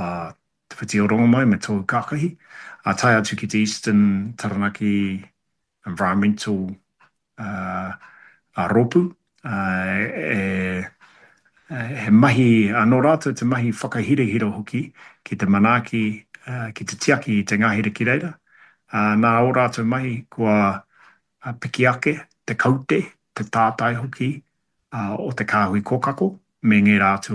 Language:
Māori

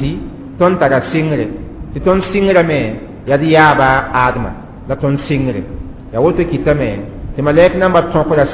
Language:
Mossi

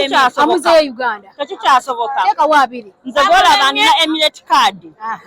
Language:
Ganda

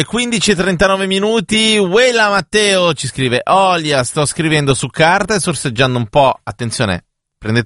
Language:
Italian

